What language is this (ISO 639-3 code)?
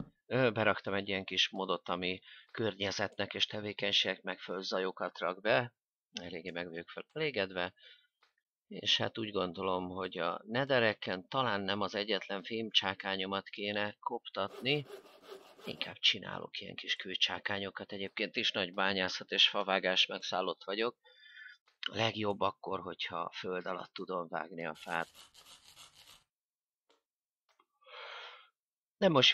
hun